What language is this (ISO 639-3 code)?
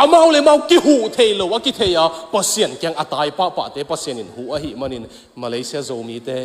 ctd